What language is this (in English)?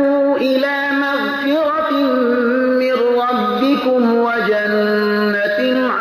Persian